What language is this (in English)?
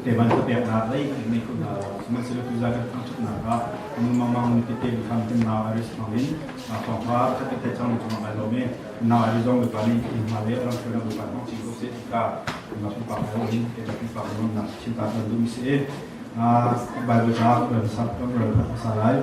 Hakha Chin